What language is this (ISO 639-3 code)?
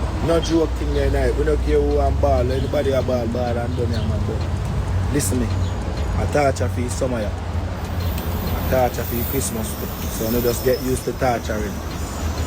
jam